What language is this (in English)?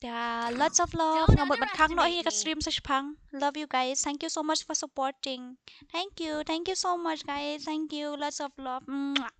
Khasi